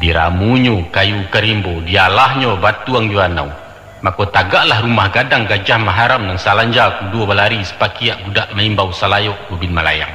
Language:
Minangkabau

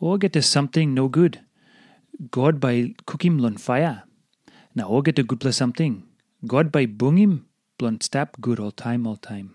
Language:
Tok Pisin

